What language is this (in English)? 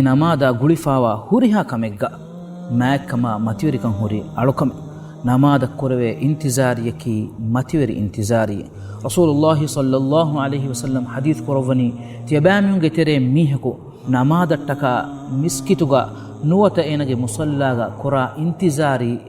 Divehi